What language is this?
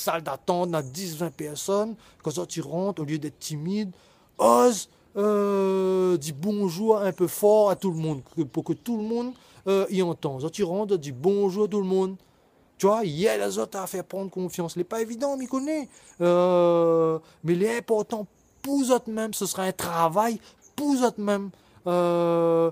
Réunion Creole French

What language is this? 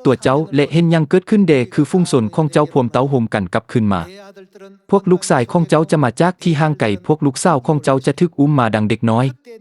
Lao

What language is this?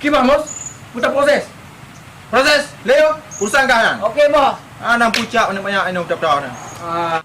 Achinese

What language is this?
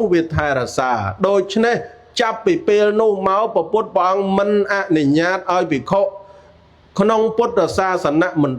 Khmer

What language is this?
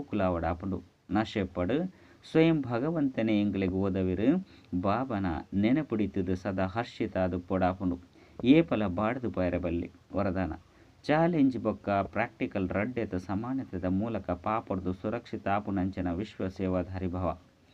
Tulu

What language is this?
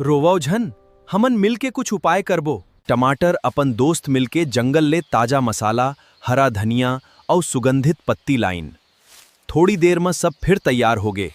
Chhattisgarhi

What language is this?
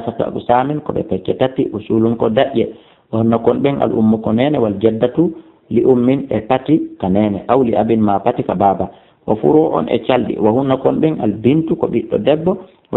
Fula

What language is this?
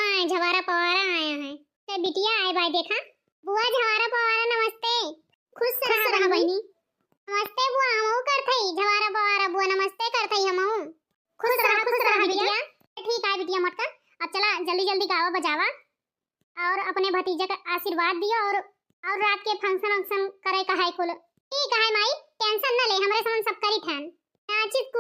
Awadhi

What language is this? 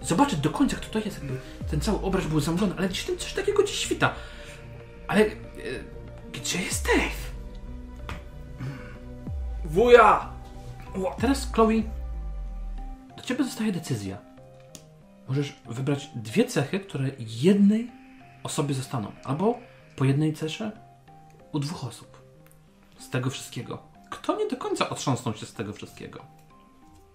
Polish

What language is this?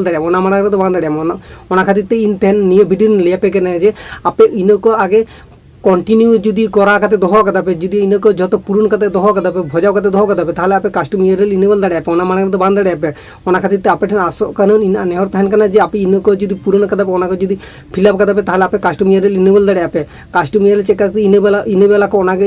Santali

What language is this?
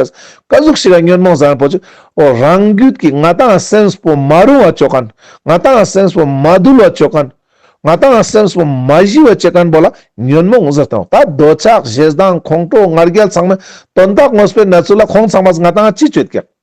Ladakhi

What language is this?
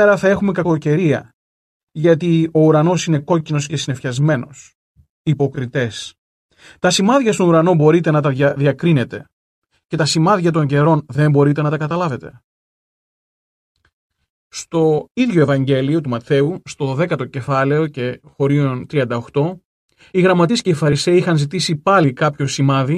Greek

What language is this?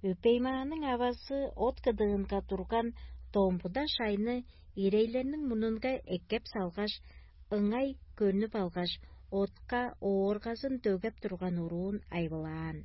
Tuvinian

